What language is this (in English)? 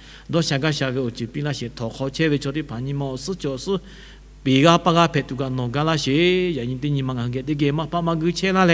Lahu